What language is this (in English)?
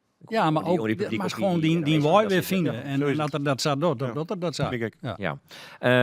Western Frisian